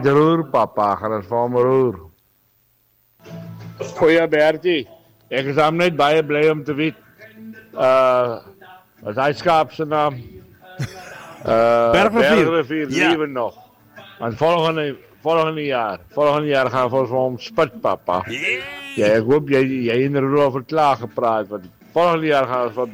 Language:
Afrikaans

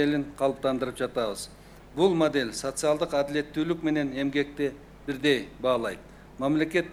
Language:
Kyrgyz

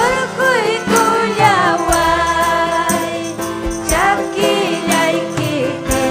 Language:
Ayacucho Quechua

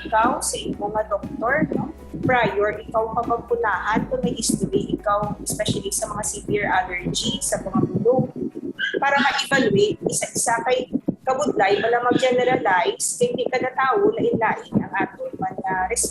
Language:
Hiligaynon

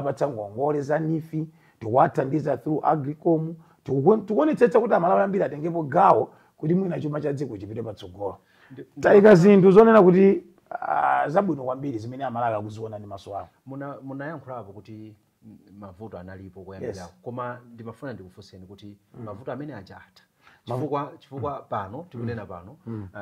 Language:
Nyanja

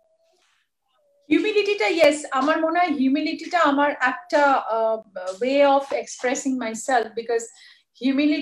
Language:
Bangla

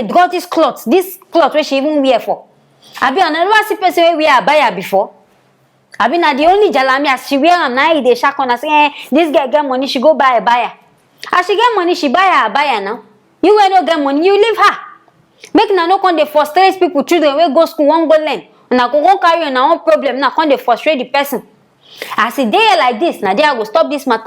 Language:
Nigerian Pidgin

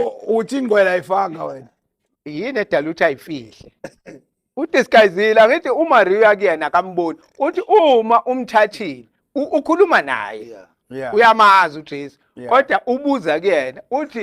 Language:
Zulu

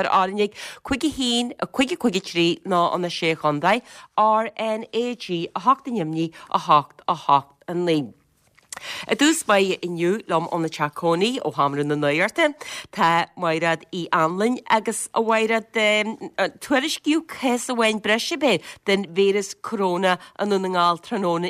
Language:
Irish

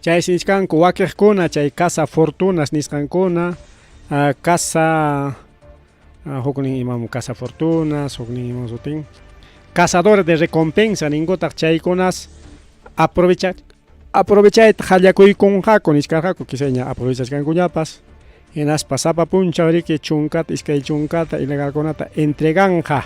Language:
Ayacucho Quechua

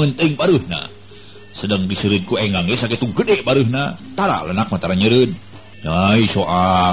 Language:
Sundanese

